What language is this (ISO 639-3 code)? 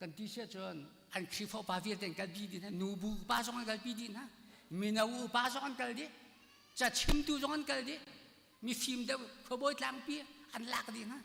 cnh